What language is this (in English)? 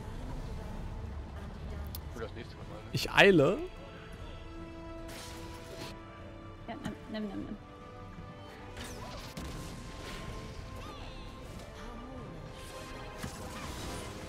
German